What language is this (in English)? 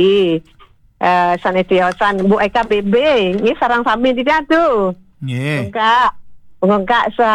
Balinese